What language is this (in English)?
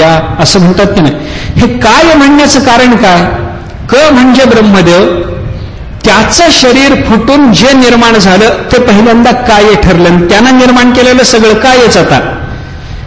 Marathi